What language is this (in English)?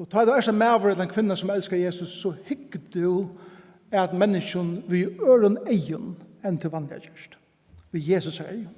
Faroese